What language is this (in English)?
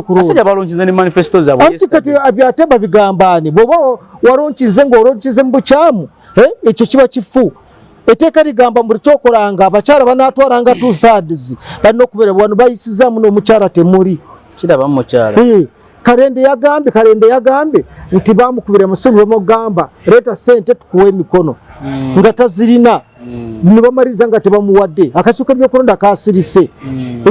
Ganda